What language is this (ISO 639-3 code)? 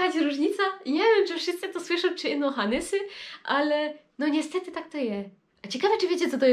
szl